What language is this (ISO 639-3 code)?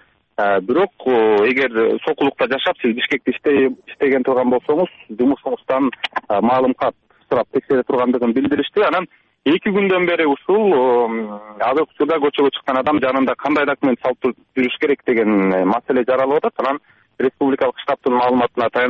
kir